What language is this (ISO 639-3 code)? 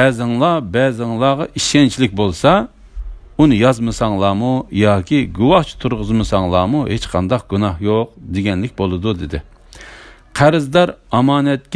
uig